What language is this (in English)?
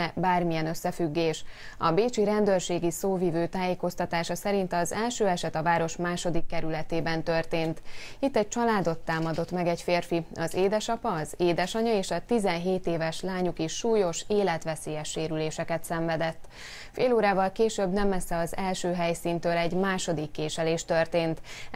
Hungarian